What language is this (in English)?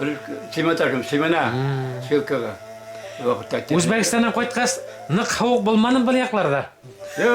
Bashkir